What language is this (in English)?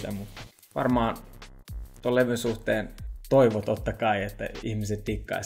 Finnish